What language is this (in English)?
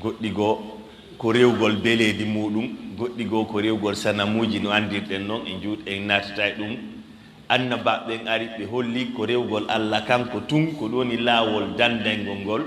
Fula